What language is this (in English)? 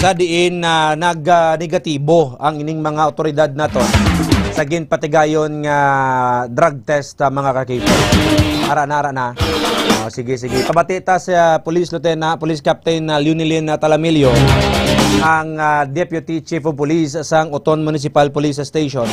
Hiligaynon